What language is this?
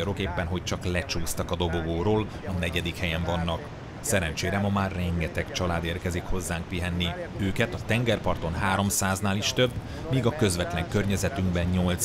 Hungarian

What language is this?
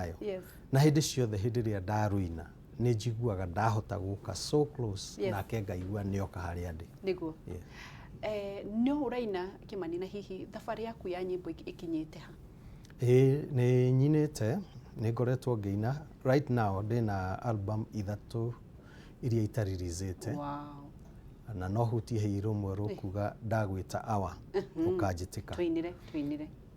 Kikuyu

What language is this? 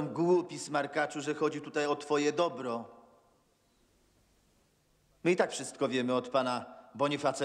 Polish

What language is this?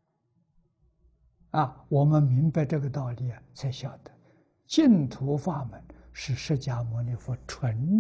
Chinese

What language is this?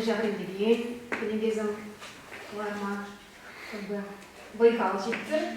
Chuvash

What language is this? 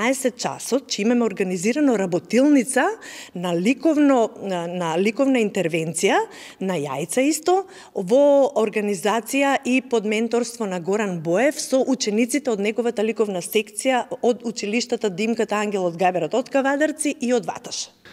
Macedonian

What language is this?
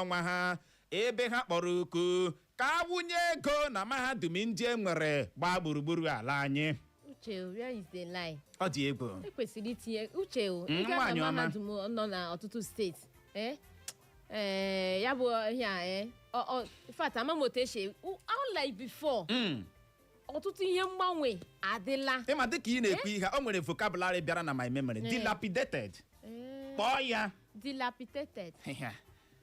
Igbo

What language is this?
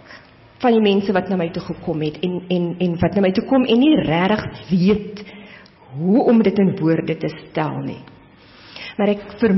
Afrikaans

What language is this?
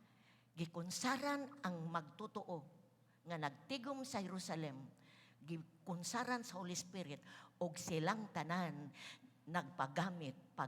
Cebuano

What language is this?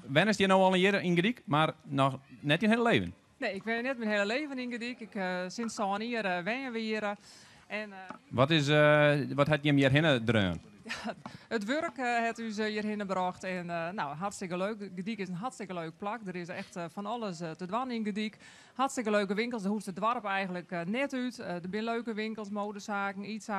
Western Frisian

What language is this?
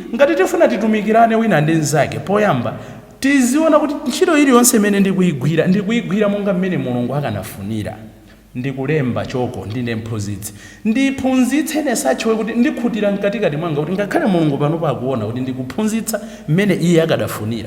Nyanja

